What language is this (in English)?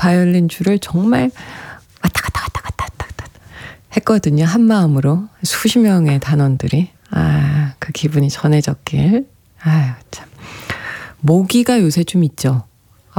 Korean